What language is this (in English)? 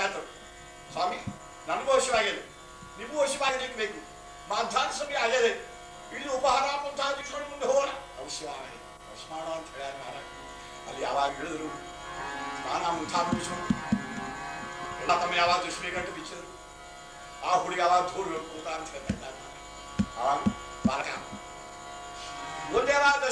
Kannada